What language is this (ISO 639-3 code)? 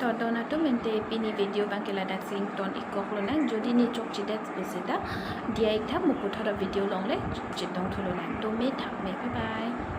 mjw